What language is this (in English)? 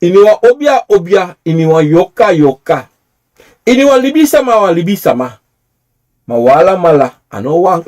Sranan Tongo